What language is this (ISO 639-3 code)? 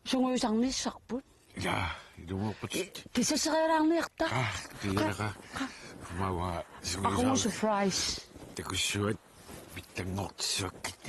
kal